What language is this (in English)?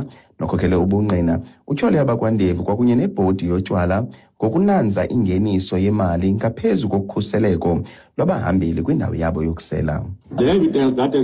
Xhosa